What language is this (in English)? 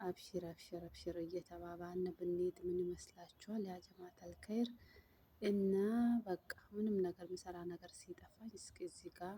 Amharic